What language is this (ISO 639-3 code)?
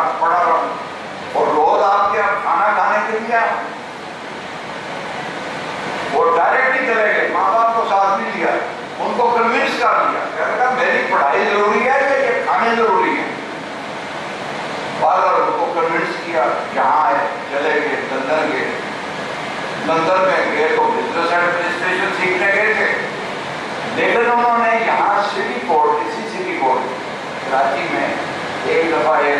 urd